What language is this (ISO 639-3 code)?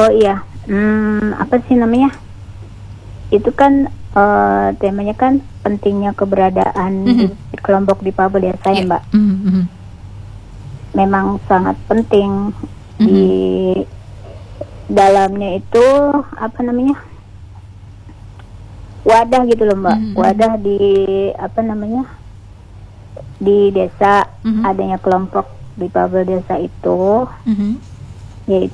ind